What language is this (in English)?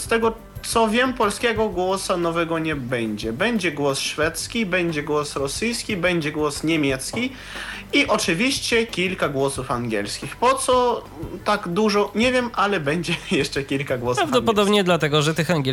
Polish